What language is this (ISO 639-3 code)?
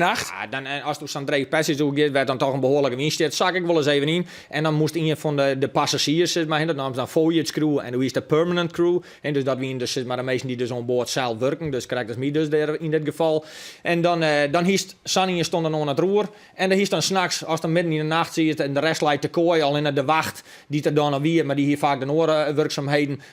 fry